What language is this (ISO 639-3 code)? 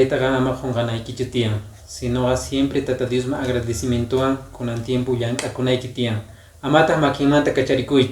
que